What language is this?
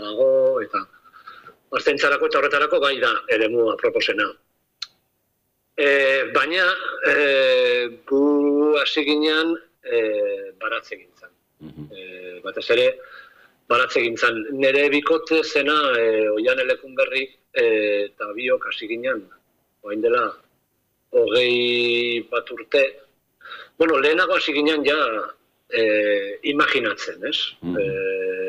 Basque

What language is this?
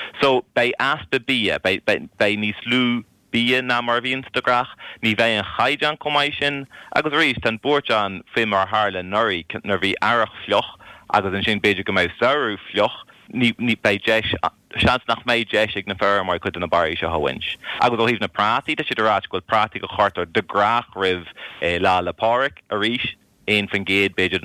Irish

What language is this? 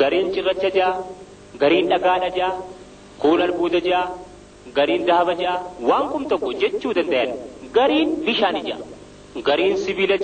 Oromo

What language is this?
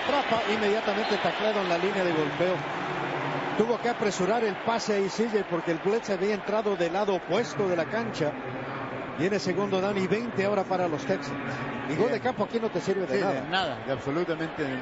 Spanish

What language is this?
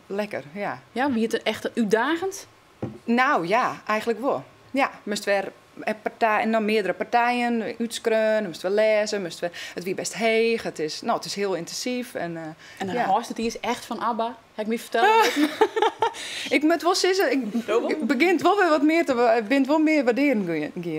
Western Frisian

